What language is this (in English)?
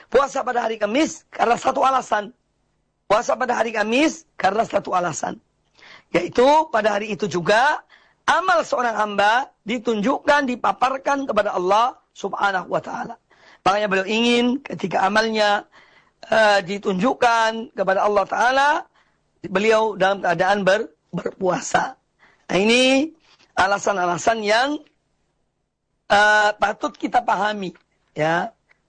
Indonesian